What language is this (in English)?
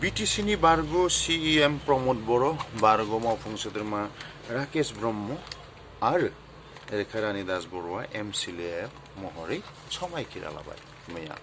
Bodo